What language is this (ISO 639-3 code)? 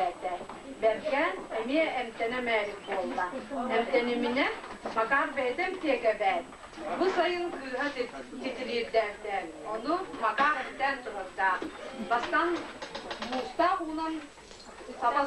sah